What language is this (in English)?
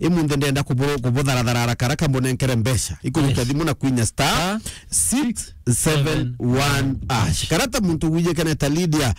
Meru